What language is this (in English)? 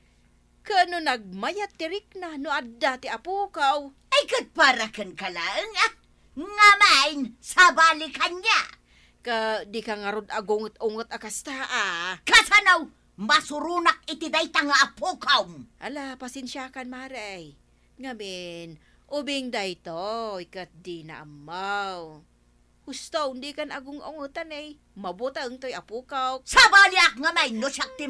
Iloko